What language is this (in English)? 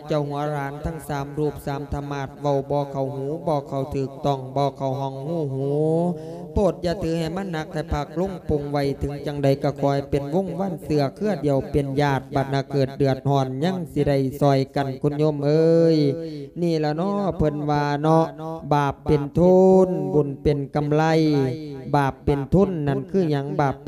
Lao